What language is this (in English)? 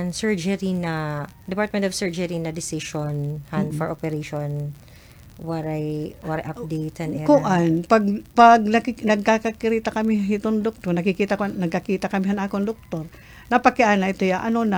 Waray